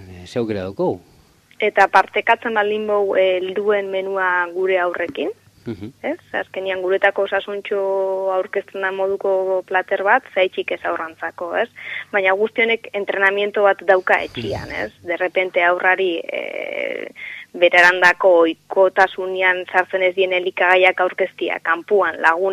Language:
Basque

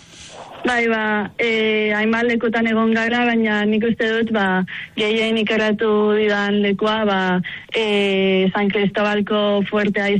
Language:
Basque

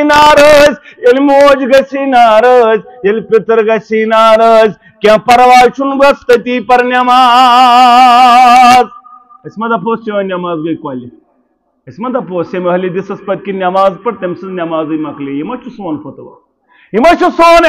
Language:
Kashmiri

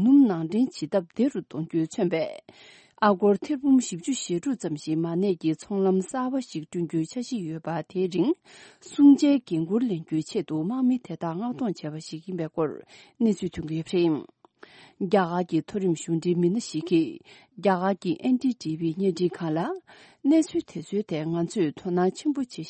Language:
Tibetan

